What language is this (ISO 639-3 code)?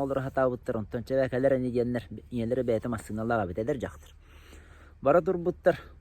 sah